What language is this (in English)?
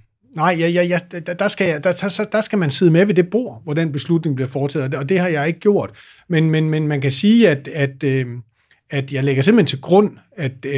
Danish